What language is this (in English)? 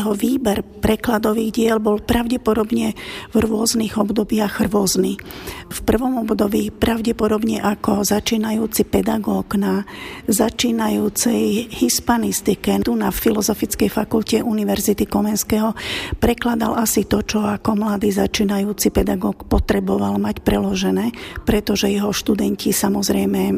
Slovak